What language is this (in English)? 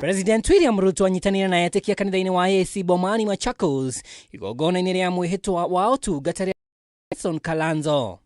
Kikuyu